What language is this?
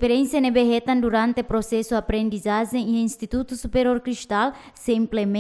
Tetum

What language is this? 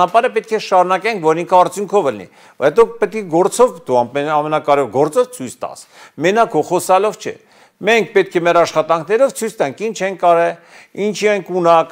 Armenian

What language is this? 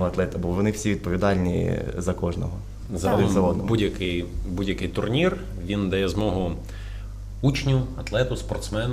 Ukrainian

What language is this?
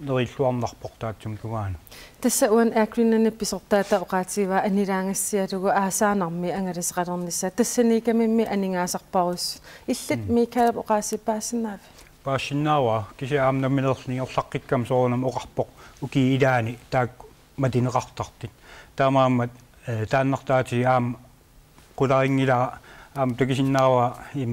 Kalaallisut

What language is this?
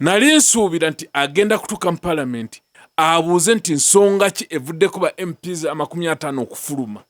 Ganda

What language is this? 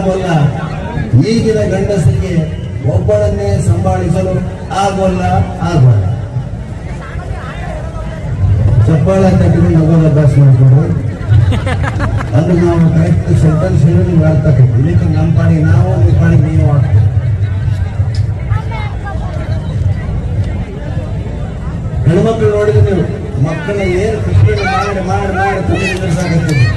Kannada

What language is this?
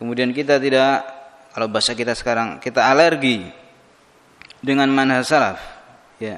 Indonesian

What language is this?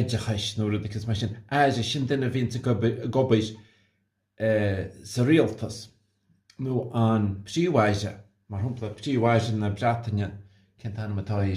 Irish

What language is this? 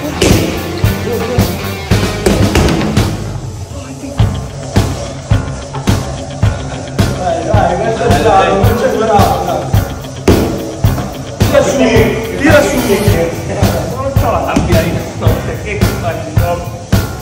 Italian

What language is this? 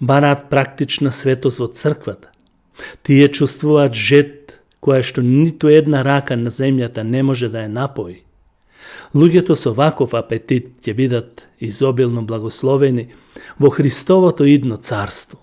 Macedonian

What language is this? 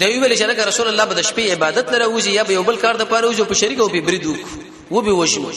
Pashto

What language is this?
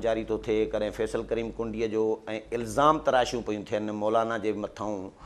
Sindhi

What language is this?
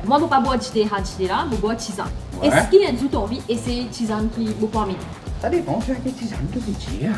Morisyen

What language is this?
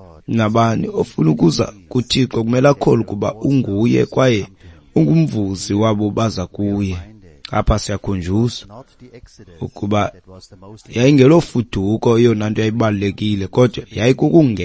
Xhosa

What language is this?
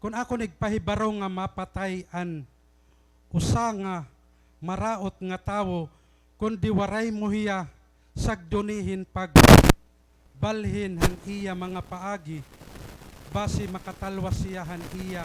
Waray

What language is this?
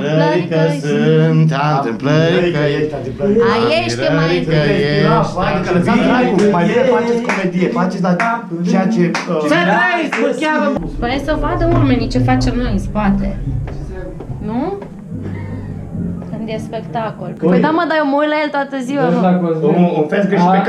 Romanian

